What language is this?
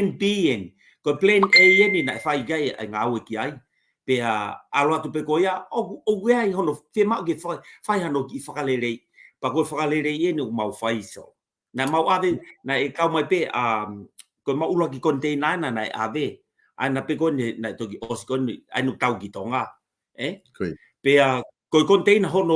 Tongan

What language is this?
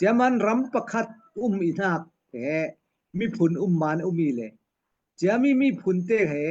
Falam Chin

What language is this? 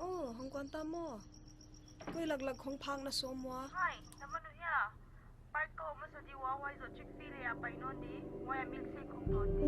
Paite Chin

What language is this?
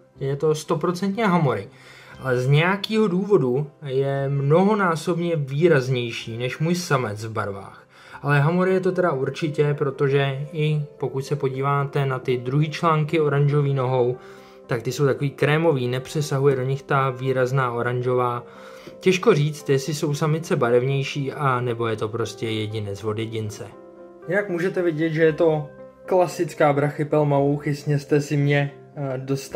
Czech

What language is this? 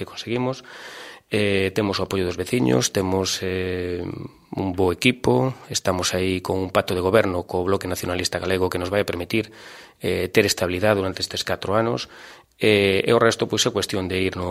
Galician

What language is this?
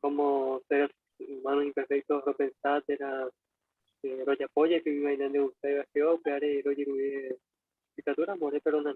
Guarani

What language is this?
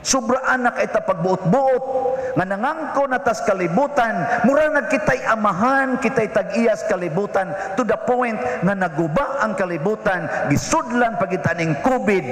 Cebuano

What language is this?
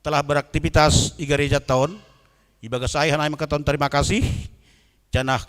Batak Simalungun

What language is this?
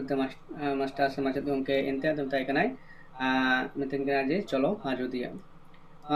Santali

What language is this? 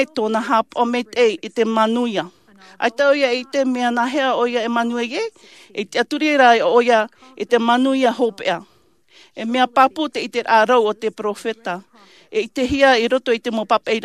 Tahitian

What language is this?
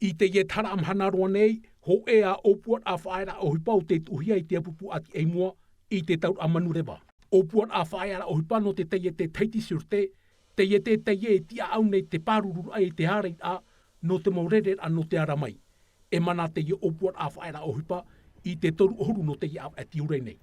Tahitian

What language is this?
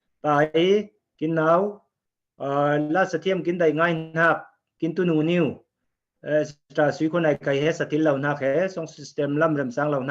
Falam Chin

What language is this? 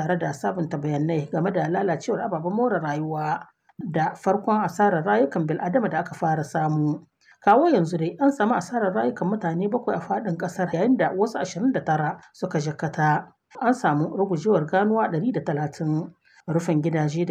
Hausa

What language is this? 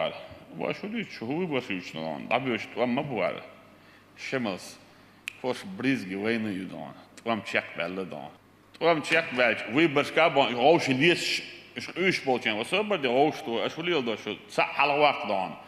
Chechen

